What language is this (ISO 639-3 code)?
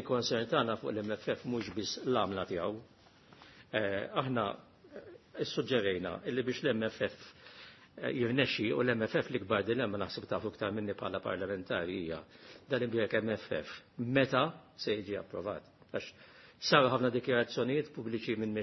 mlt